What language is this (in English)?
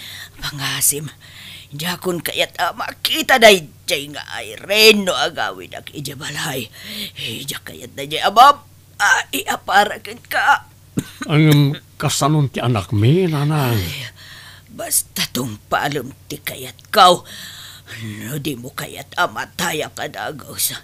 Iloko